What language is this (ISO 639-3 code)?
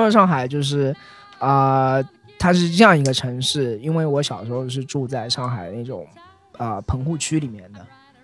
zho